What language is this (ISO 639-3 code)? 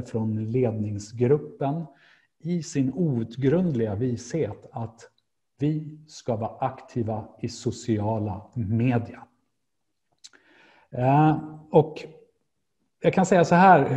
swe